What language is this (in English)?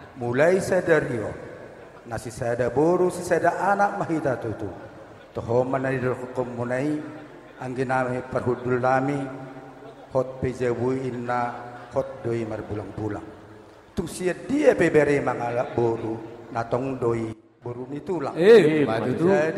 Batak Toba